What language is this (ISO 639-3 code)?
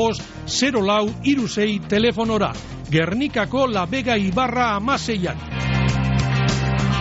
eus